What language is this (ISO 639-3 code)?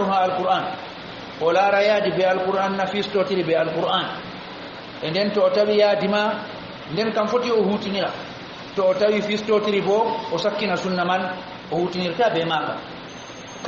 ful